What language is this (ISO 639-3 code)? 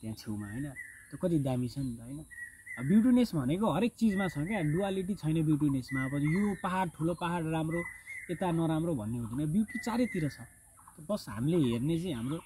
nep